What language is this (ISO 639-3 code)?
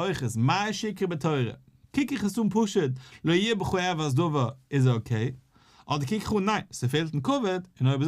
yid